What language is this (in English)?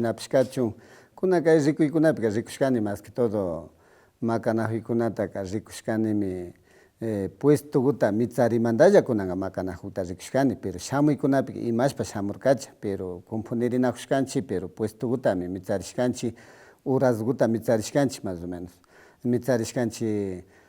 Imbabura Highland Quichua